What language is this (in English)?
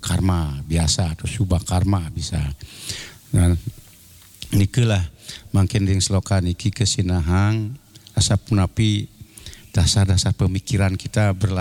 Balinese